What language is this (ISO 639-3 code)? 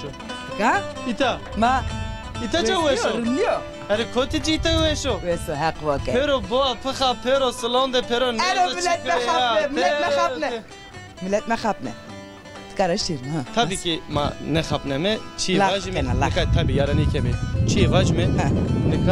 zza